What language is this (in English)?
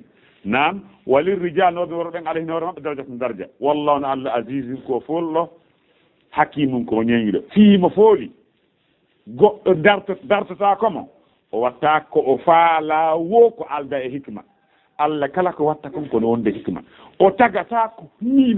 Fula